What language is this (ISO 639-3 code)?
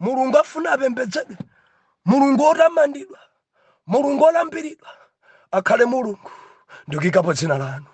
nya